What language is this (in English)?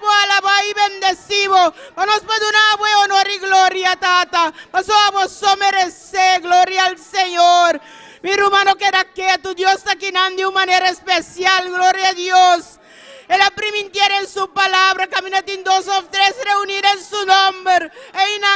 Papiamento